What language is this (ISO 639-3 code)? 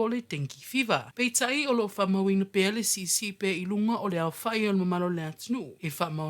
smo